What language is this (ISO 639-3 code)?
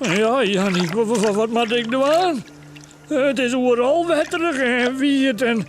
fry